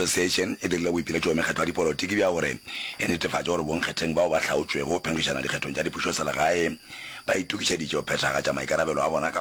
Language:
Northern Sotho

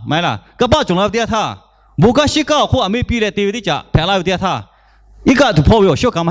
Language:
Lahu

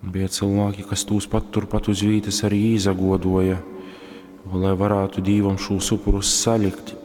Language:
Latgalian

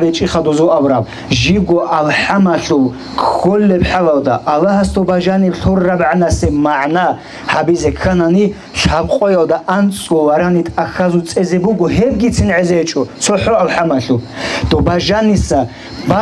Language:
Avaric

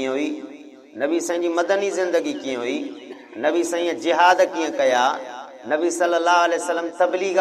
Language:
Sindhi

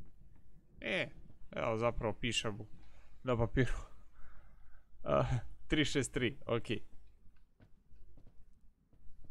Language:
Croatian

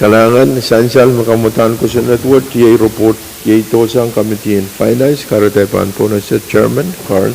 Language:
Pohnpeian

